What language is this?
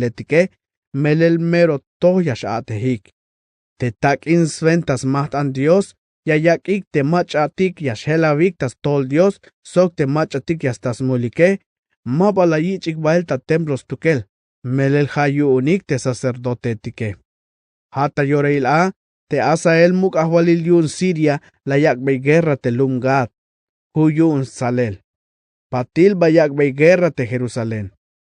Tzeltal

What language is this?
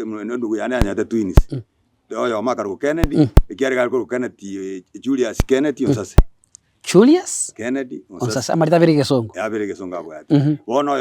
Gusii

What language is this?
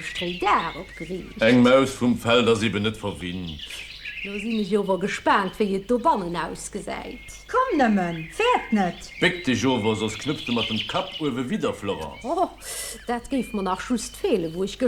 Luxembourgish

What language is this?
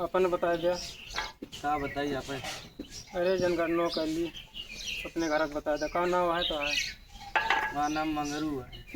Awadhi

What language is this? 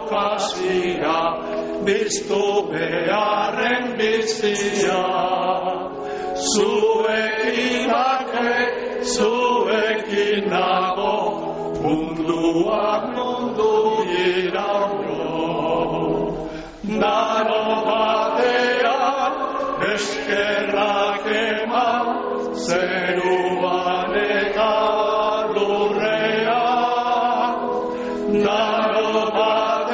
Basque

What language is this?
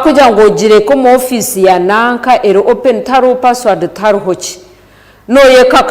Nyankole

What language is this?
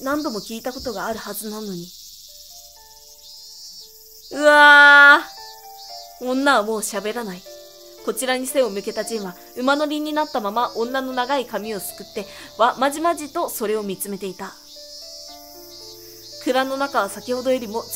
Japanese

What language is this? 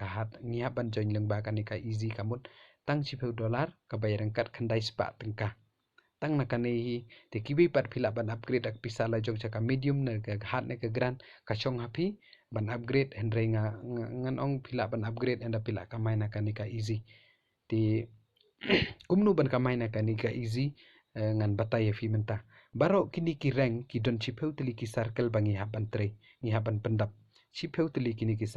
Khasi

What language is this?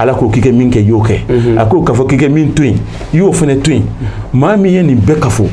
Bambara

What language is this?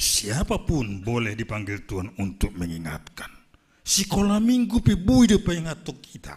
Batak Simalungun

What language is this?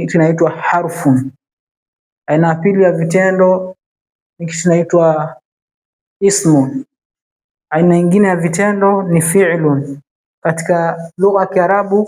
Swahili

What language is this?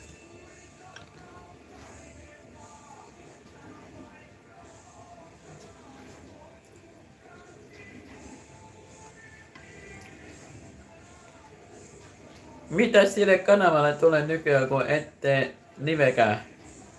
Finnish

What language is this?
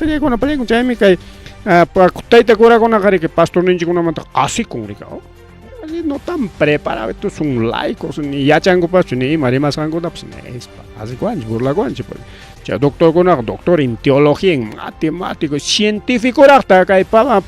Ayacucho Quechua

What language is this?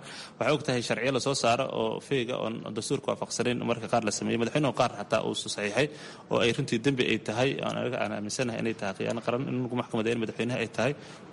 Somali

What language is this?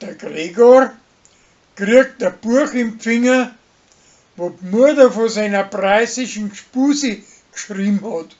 Bavarian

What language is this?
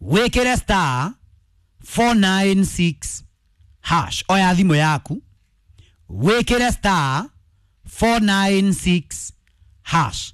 Kikuyu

